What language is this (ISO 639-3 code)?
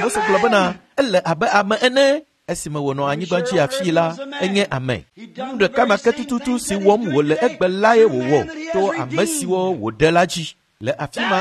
ewe